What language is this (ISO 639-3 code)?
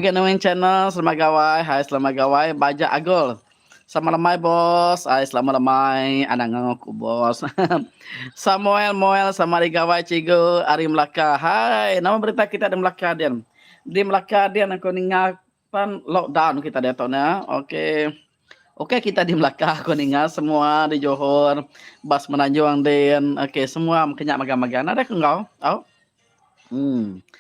iba